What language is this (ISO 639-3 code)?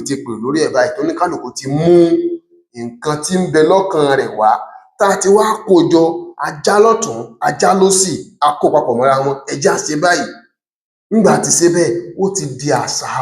yor